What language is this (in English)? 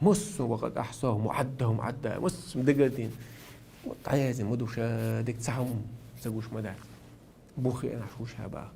Chechen